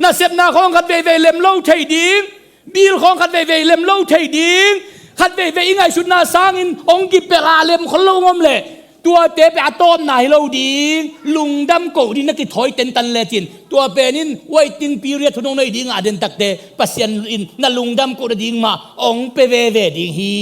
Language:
Tedim Chin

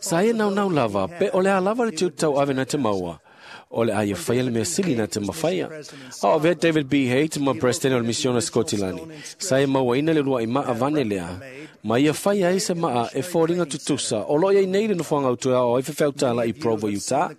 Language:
Samoan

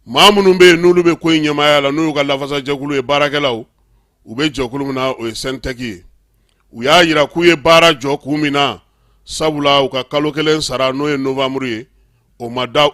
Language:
Bambara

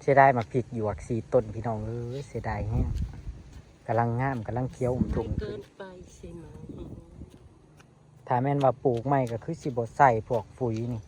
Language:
Northeastern Thai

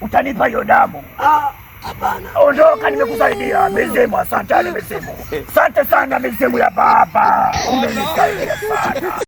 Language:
Swahili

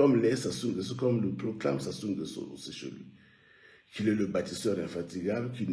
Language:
French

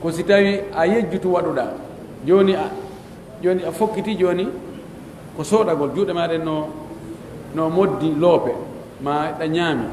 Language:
Pular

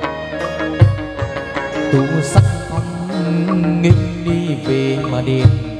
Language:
Vietnamese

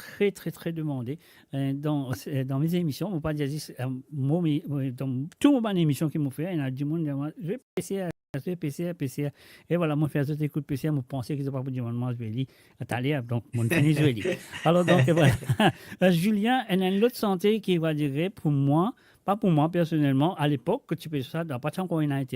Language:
Morisyen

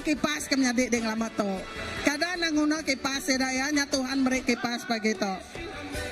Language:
Iban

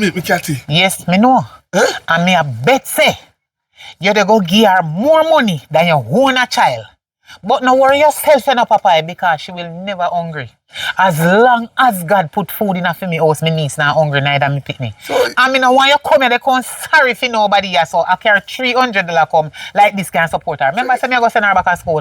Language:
Jamaican Creole English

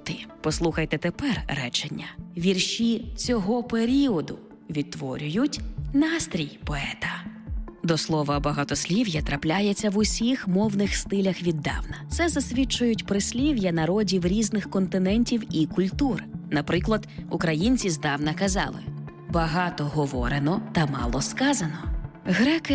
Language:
Ukrainian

